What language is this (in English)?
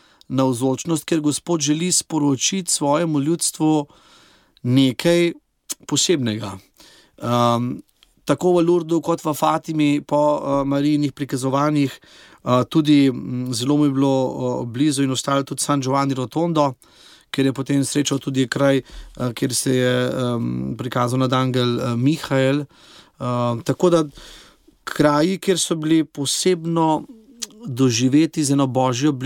Slovenian